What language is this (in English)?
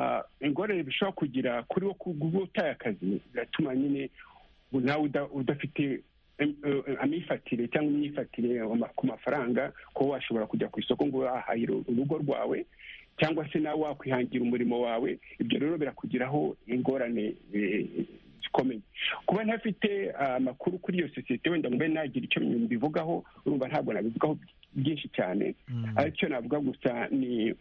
Kinyarwanda